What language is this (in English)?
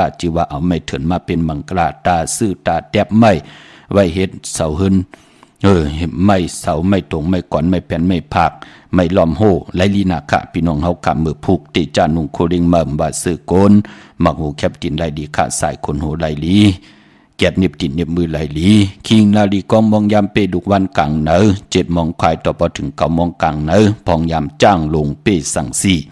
Shan